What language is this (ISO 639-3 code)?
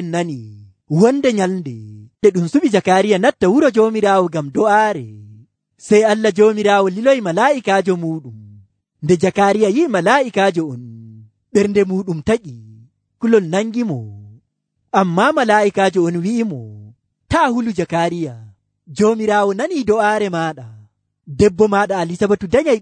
fuv